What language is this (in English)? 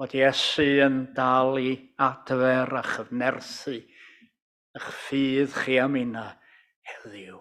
Welsh